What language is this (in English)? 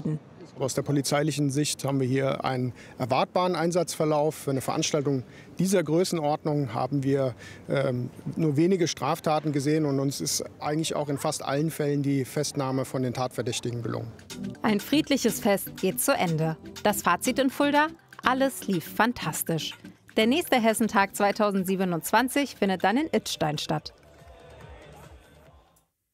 German